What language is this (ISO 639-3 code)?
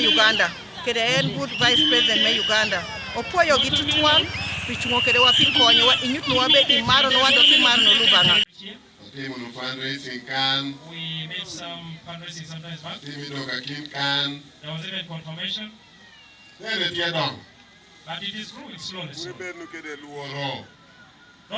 teo